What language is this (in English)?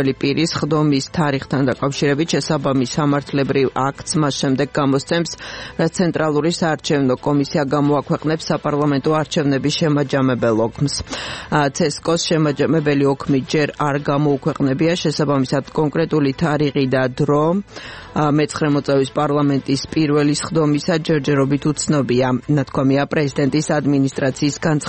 Georgian